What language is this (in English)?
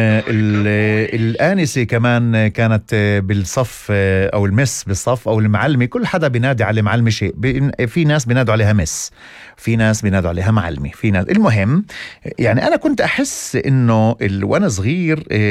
North Levantine Arabic